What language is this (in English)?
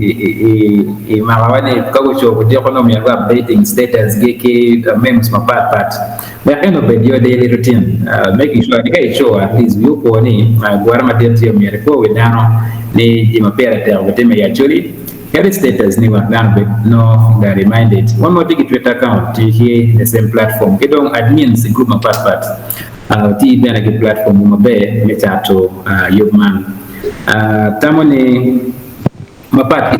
Acoli